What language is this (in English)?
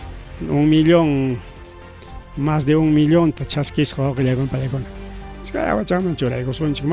Ayacucho Quechua